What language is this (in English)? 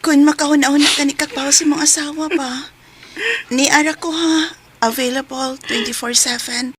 Cebuano